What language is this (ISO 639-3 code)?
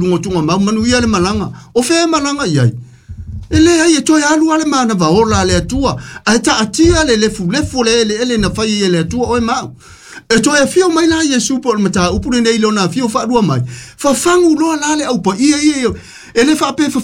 smo